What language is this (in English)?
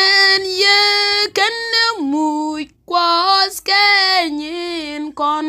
Nuer